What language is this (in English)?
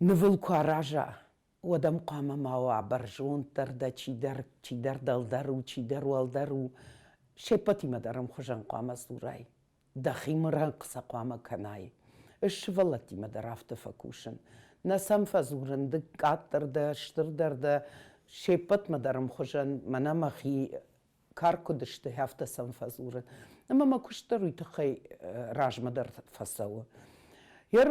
Ossetic